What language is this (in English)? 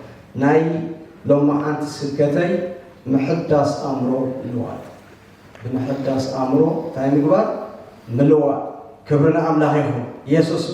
Tigrinya